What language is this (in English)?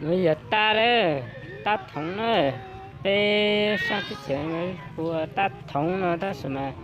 Hmong